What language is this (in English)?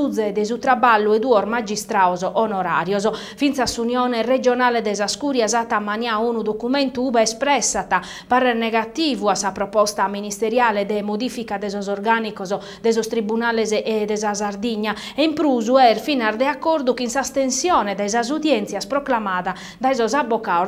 Sardinian